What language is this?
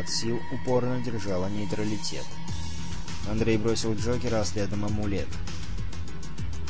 Russian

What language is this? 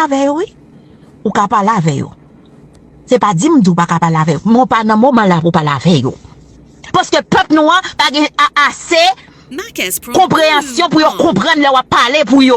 Haitian Creole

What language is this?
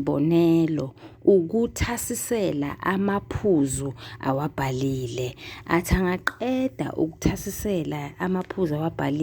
Zulu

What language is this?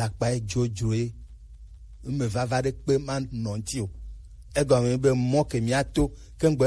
Gen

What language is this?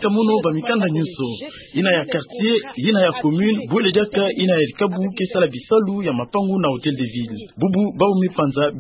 Kituba (Democratic Republic of Congo)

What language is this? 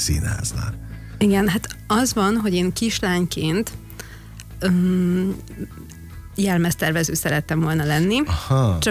Hungarian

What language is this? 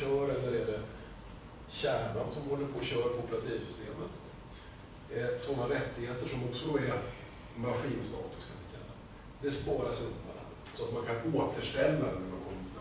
Swedish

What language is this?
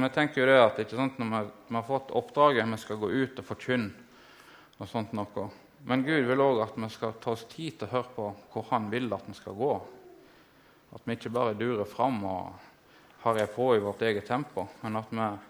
Norwegian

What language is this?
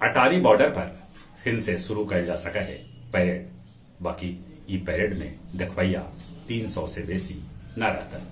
Magahi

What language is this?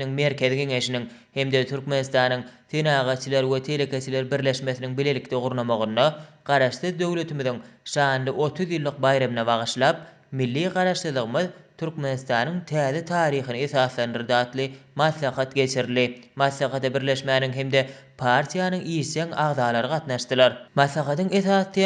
Turkmen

